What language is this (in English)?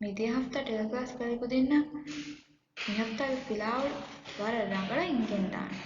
Divehi